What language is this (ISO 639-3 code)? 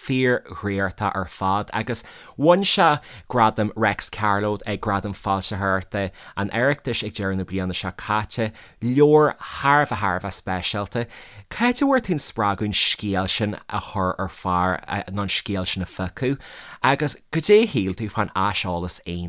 gle